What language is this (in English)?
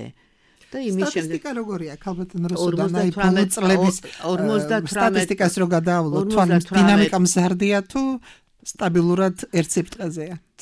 Georgian